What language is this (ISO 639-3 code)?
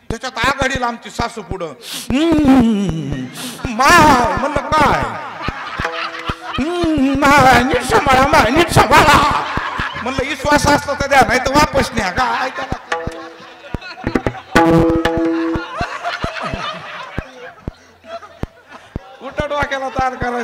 mar